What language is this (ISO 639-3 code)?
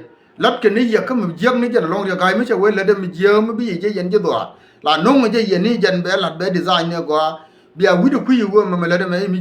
nus